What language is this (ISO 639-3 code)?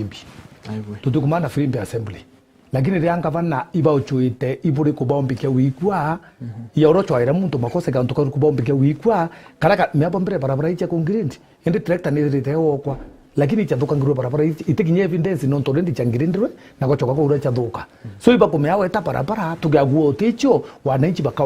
mer